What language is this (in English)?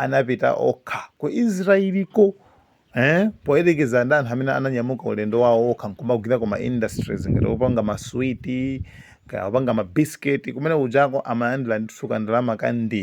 Nyanja